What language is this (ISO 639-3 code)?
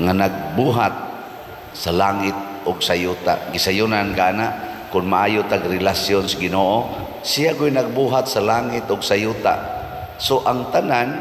ceb